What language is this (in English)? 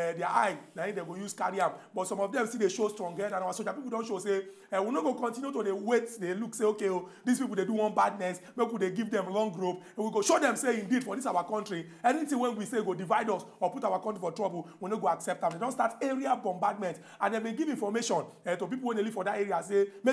Nigerian Pidgin